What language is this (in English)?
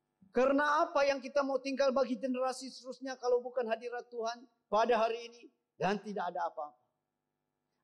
Malay